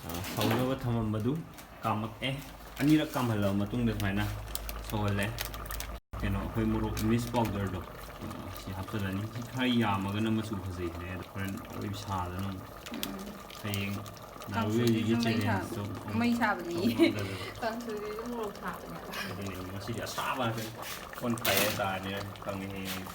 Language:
Manipuri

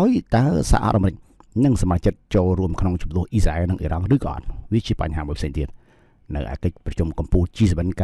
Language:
Khmer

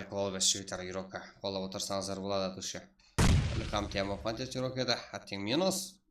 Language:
Kara-Kalpak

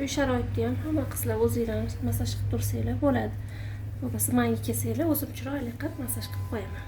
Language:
Uzbek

